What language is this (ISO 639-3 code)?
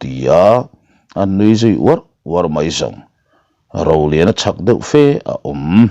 lus